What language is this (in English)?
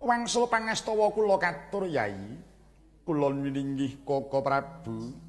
Javanese